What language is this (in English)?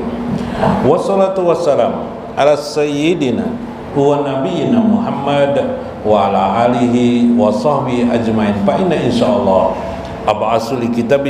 Indonesian